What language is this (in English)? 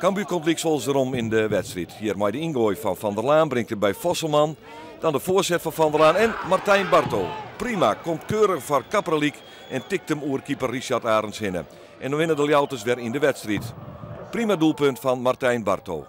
Western Frisian